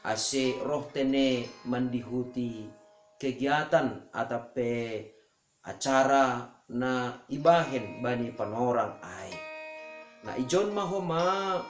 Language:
Batak Simalungun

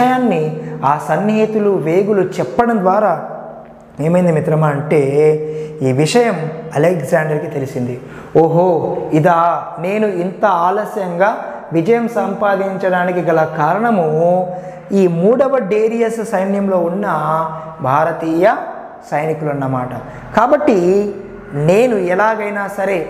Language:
Telugu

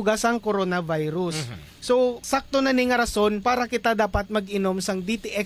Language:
Hiligaynon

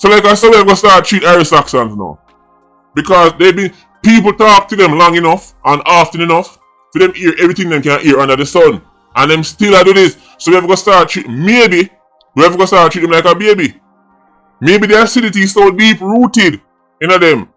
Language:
Jamaican Creole English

